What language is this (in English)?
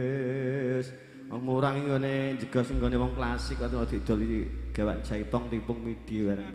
Javanese